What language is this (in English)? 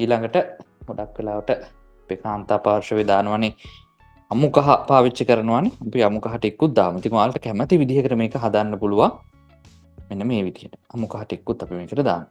Sinhala